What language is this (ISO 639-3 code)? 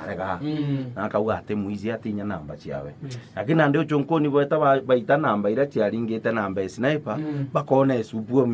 mer